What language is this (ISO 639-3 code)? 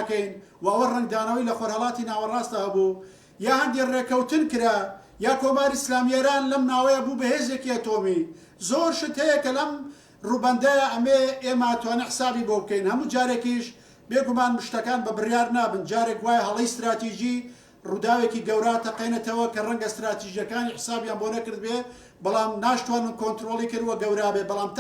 ckb